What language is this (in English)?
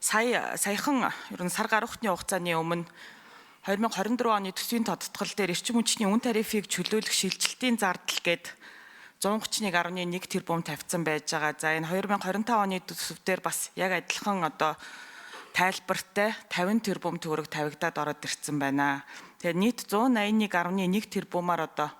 Mongolian